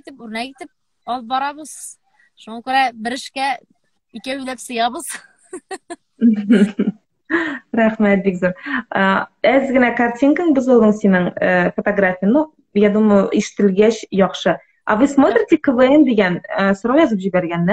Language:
Tatar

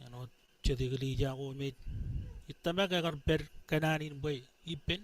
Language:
Marshallese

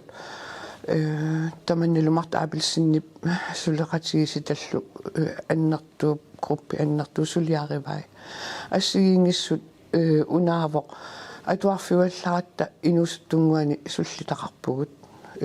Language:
Kalaallisut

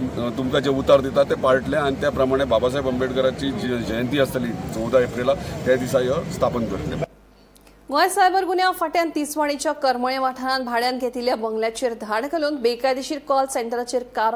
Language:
Konkani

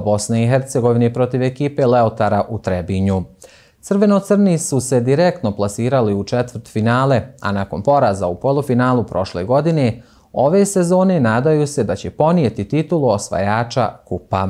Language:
Bosnian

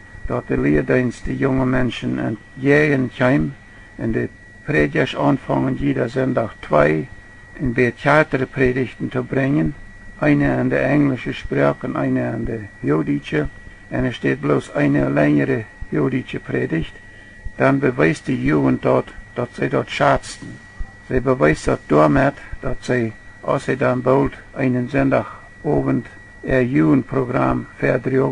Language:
Plautdietsch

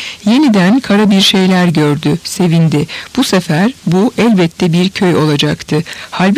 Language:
Turkish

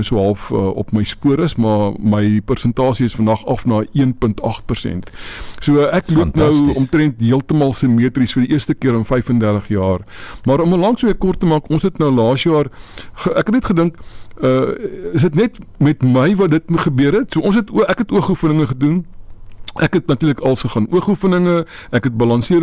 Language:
Afrikaans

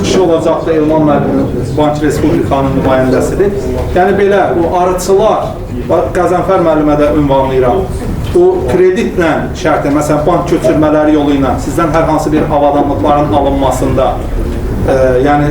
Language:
Azerbaijani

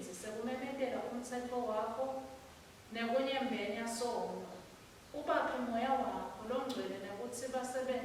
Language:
Swati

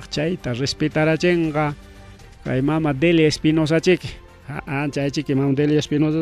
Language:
Ayacucho Quechua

